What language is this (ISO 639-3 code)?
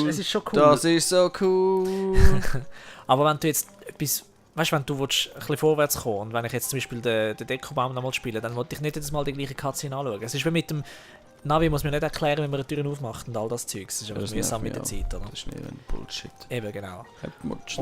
gsw